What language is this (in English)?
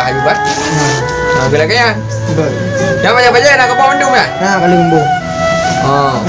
Achinese